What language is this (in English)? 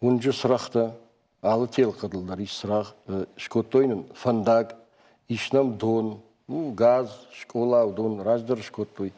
Ossetic